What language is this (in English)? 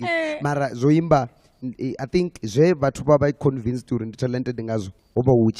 Venda